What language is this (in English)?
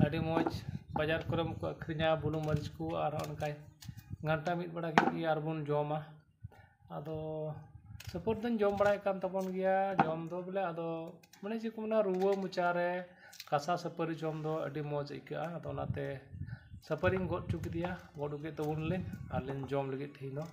Santali